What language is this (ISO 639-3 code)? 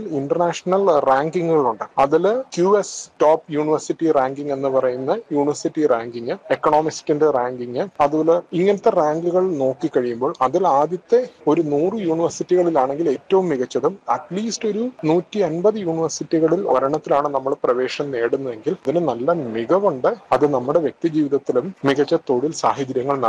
mal